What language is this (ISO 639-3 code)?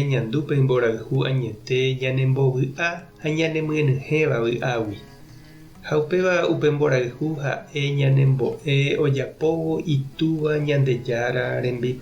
grn